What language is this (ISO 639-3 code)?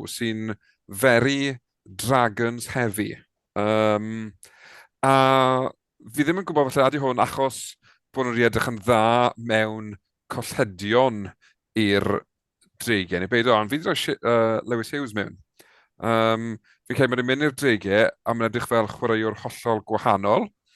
cym